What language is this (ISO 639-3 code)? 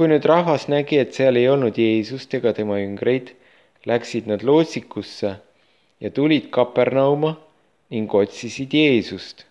est